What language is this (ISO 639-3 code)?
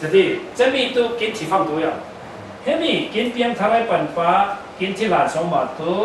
cfm